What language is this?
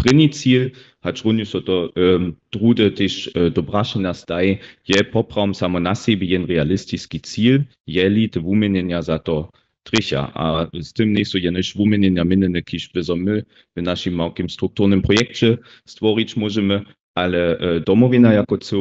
Upper Sorbian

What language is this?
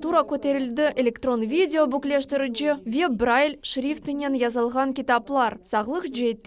Crimean Tatar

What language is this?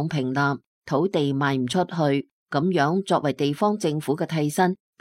Cantonese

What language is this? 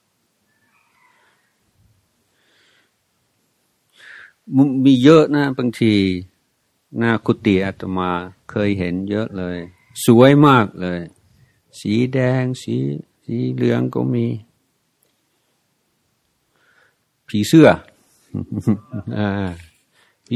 Thai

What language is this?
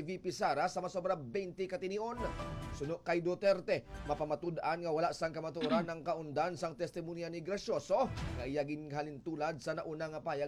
Hiligaynon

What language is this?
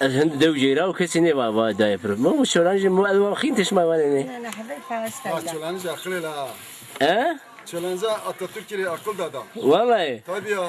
Zaza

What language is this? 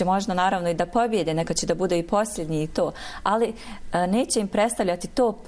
Bosnian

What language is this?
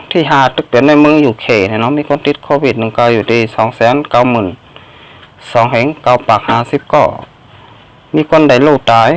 Shan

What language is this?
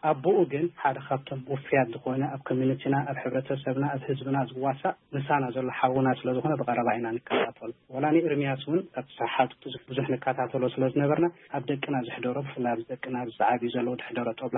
Tigrinya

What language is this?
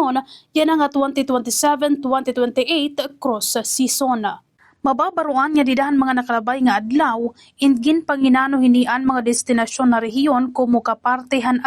Waray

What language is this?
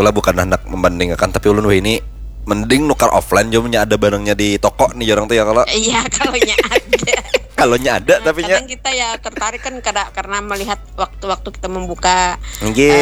Banjar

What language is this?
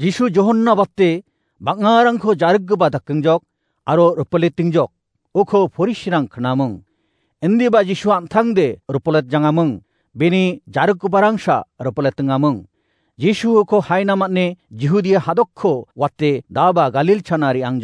Garo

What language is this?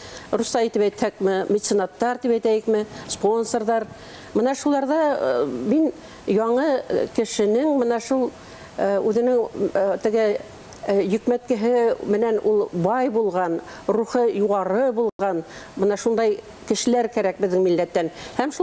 Bashkir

